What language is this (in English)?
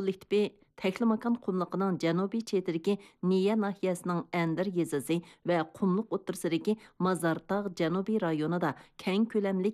Uyghur